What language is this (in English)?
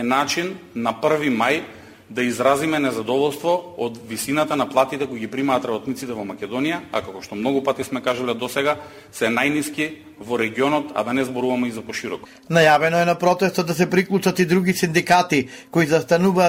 Macedonian